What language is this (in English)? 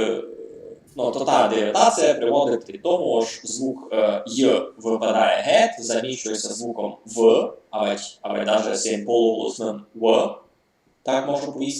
Rusyn